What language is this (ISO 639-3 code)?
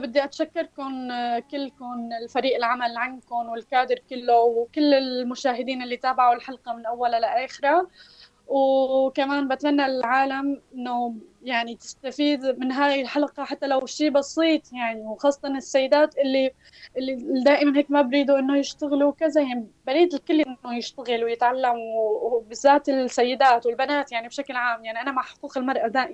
apc